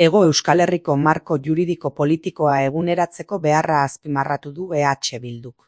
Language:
Basque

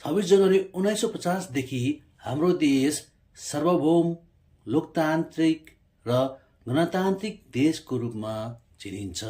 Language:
Nepali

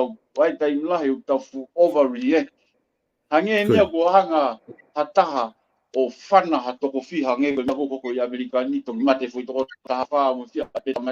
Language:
Tongan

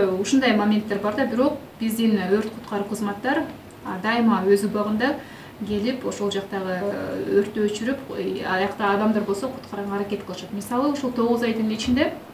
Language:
Kyrgyz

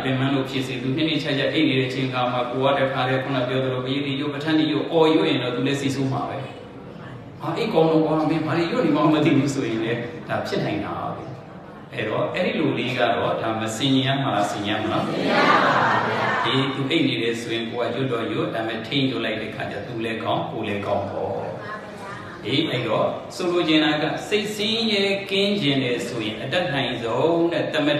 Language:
Burmese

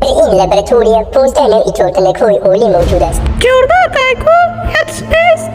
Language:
Tajik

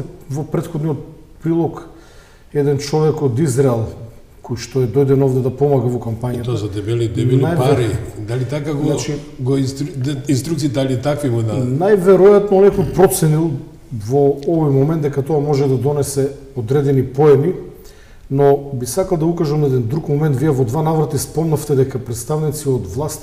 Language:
Macedonian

